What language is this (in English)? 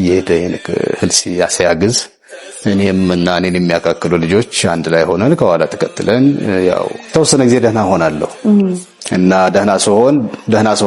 Amharic